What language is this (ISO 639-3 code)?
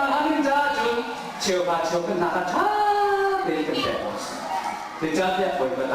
cnh